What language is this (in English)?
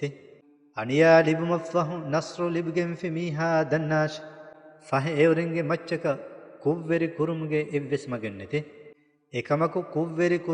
Divehi